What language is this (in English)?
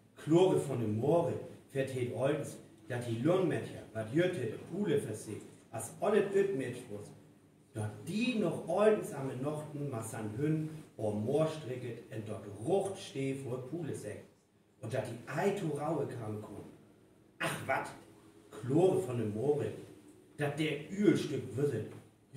Northern Frisian